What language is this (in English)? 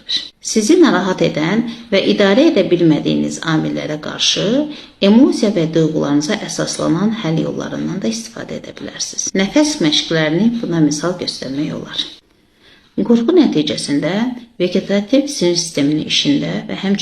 Azerbaijani